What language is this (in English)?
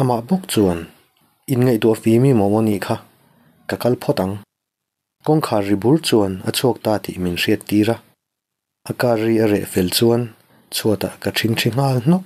Mizo